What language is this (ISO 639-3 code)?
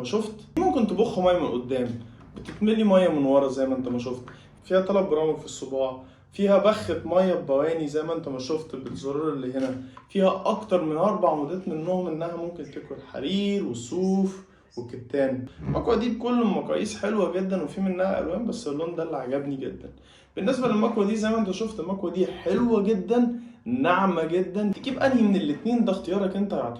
arz